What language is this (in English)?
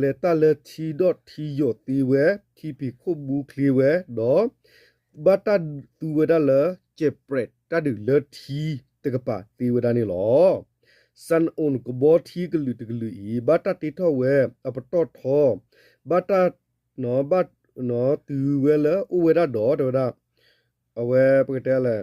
S'gaw Karen